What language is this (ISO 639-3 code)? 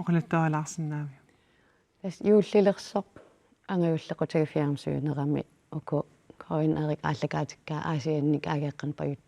kal